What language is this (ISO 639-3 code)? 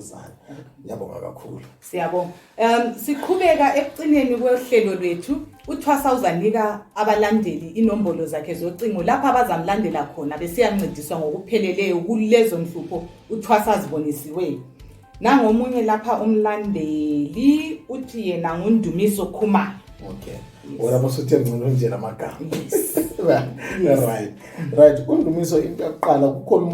nde